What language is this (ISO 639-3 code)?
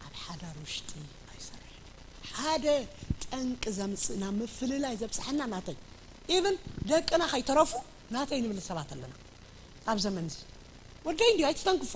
tir